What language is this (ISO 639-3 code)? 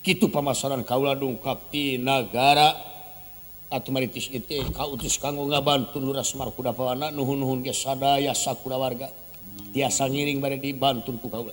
sun